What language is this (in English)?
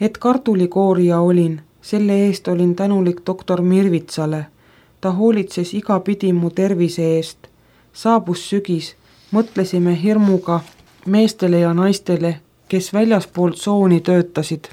Estonian